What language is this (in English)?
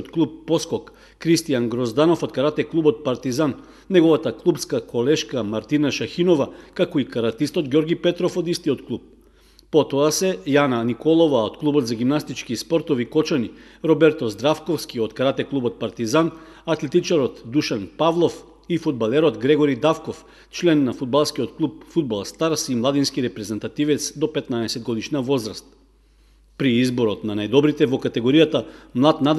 Macedonian